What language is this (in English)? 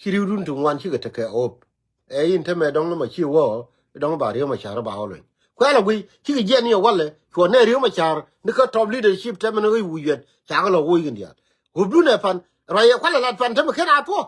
Nuer